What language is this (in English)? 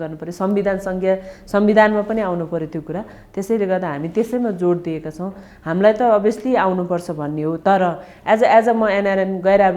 Nepali